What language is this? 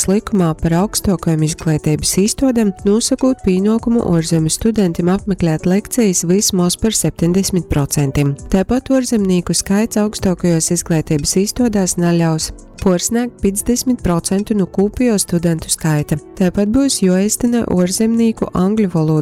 Latgalian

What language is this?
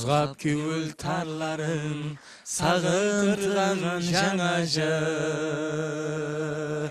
Kara-Kalpak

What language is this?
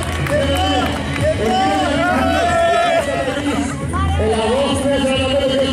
Greek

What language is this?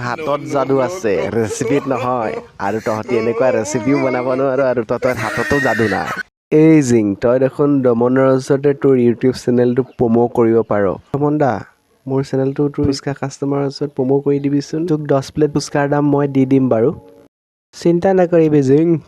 Assamese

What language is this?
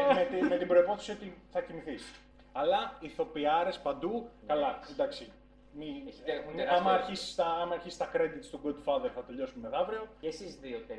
Greek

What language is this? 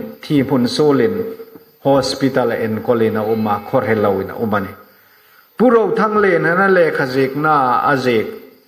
Hmar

